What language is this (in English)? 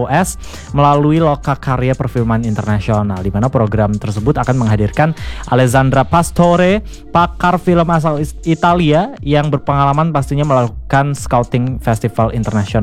Indonesian